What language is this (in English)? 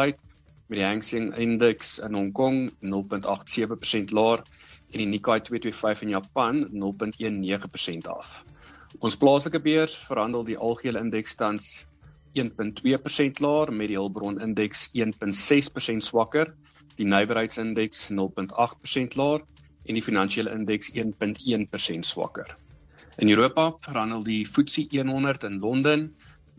Afrikaans